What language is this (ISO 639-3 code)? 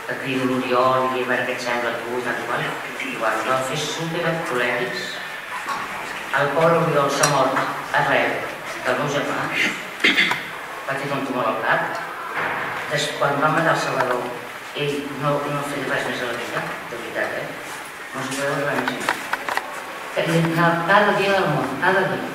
cat